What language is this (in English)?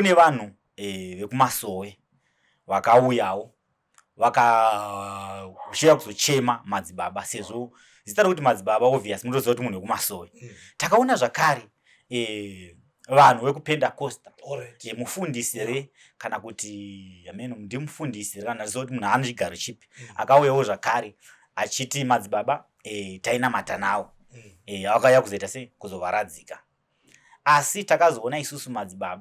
Shona